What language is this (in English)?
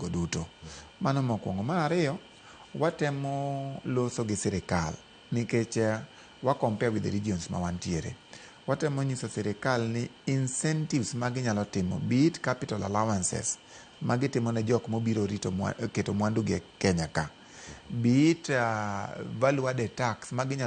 Luo (Kenya and Tanzania)